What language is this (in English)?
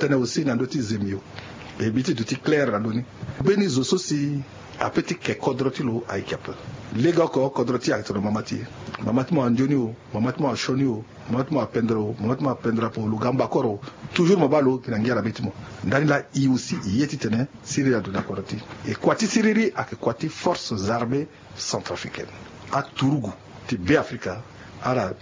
Sango